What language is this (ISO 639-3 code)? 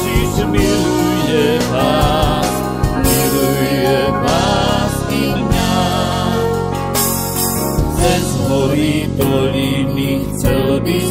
slk